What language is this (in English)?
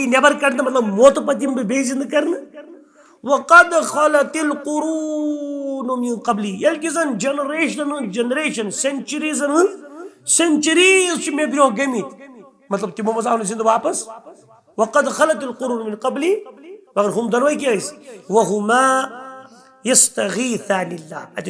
Kashmiri